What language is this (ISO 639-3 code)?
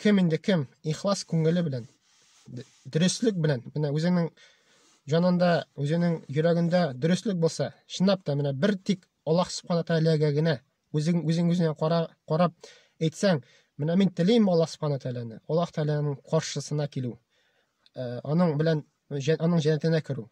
tat